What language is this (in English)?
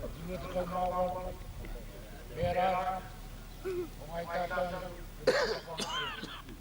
Māori